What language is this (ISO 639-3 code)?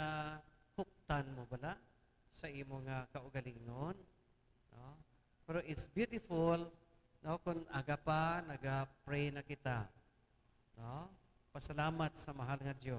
hil